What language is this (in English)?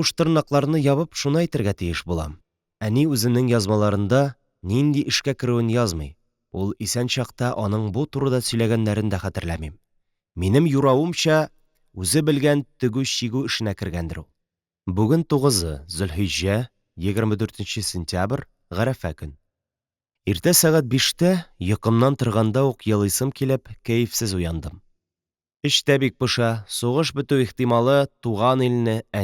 Tatar